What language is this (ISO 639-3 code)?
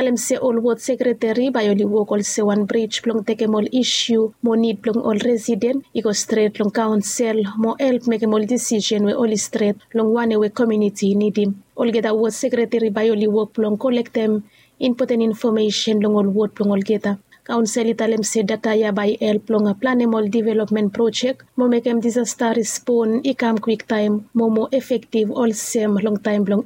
bis